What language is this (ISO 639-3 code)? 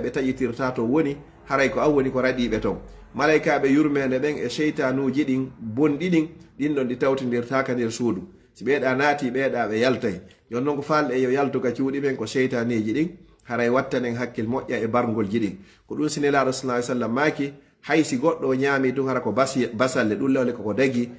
fuf